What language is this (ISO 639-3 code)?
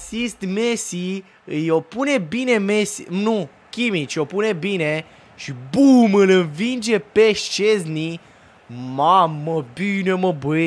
ron